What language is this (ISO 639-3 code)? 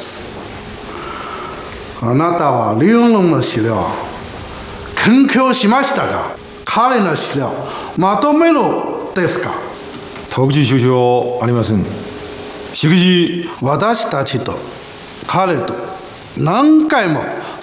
jpn